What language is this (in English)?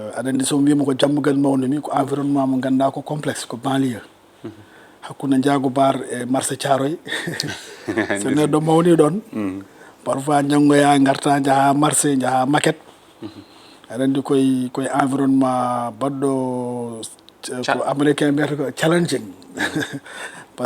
Fula